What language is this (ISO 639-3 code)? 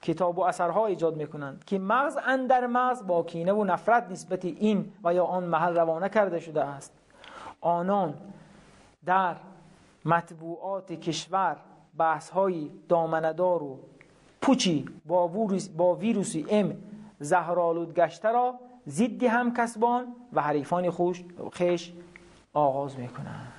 tgk